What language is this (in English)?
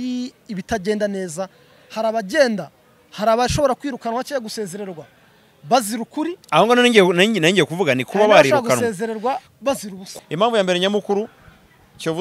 Kinyarwanda